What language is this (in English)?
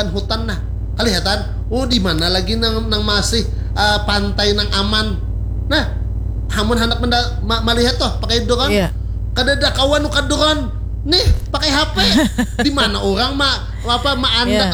Banjar